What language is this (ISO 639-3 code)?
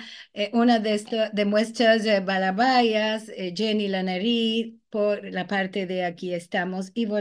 lad